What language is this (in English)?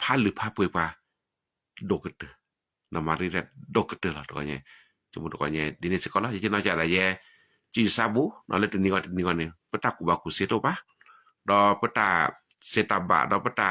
S'gaw Karen